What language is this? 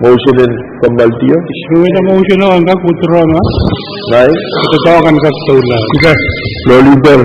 Pohnpeian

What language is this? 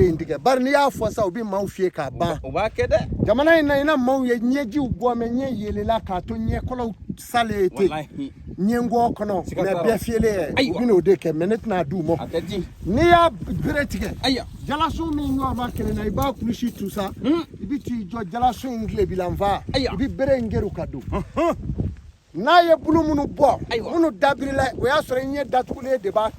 Bambara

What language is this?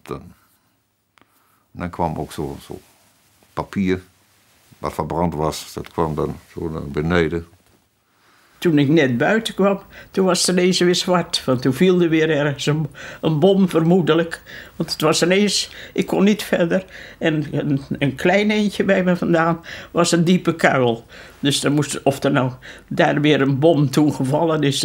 Dutch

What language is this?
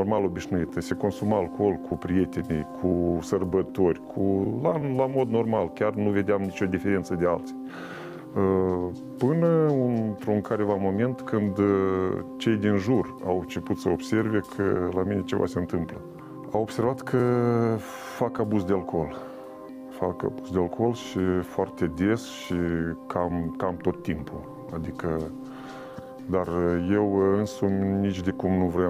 Romanian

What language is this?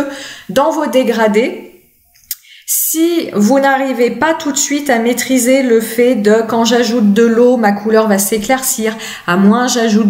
French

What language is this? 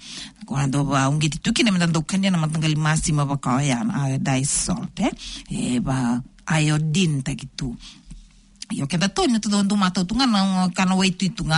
Fijian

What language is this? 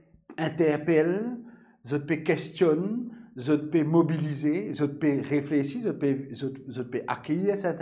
Morisyen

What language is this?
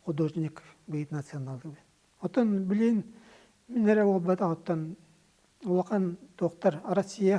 Yakut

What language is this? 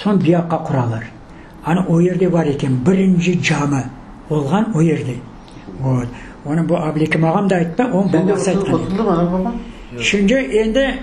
Crimean Tatar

